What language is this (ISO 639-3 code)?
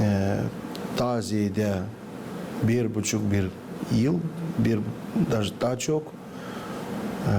gag